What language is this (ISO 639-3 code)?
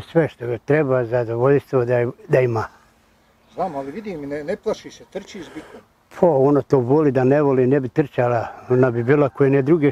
bos